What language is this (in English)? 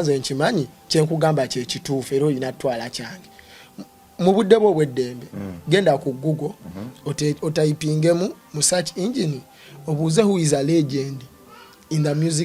Ganda